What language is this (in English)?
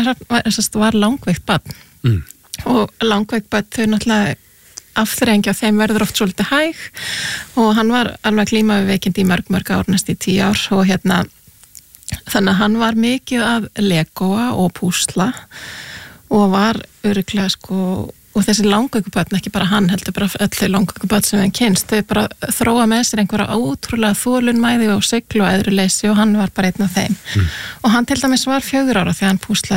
Icelandic